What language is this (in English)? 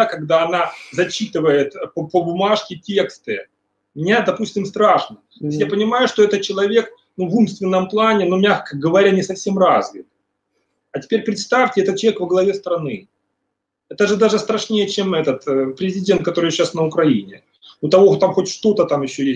Russian